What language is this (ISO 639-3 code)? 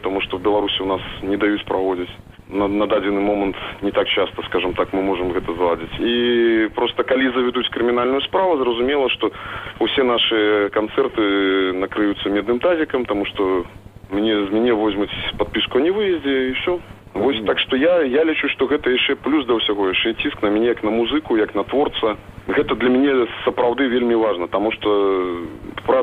bel